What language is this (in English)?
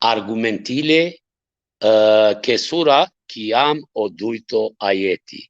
Balkan Romani